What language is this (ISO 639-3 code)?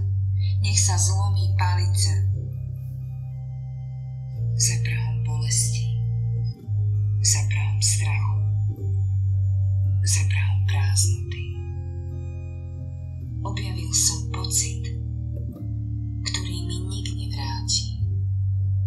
slk